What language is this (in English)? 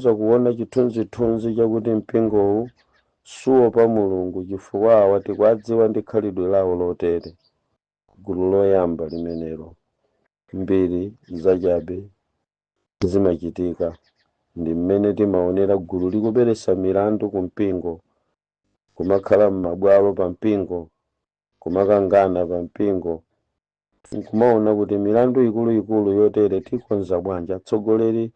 Nyanja